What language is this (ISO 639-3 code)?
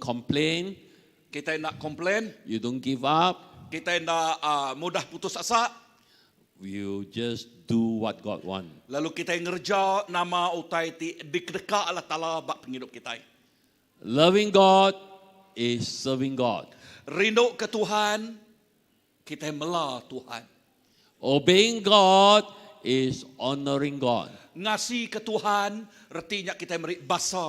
iba